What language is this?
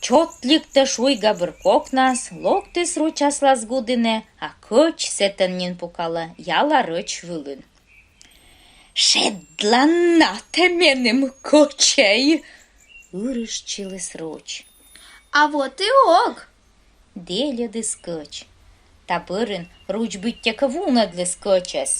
Komi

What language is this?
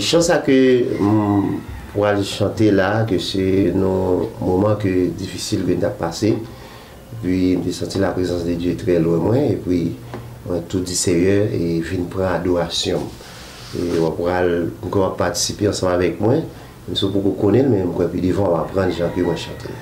Haitian Creole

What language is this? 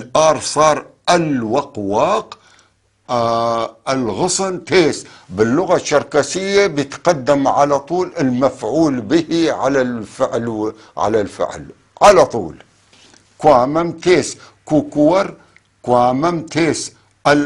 North Levantine Arabic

